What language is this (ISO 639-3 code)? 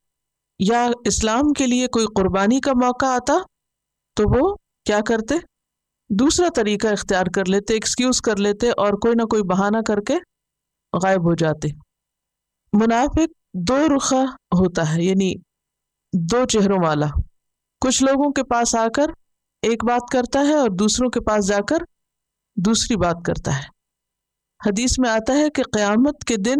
urd